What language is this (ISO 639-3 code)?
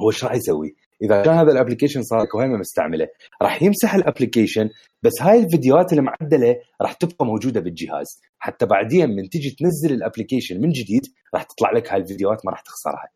acm